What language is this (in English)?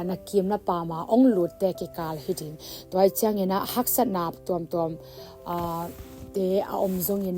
Tedim Chin